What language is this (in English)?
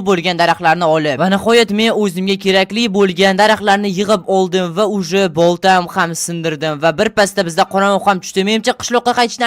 Uzbek